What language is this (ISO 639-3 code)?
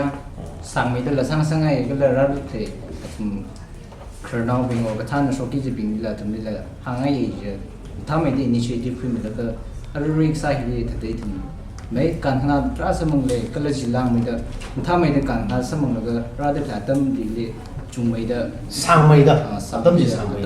nmf